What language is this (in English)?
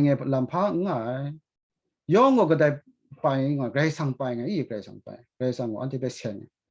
Kachin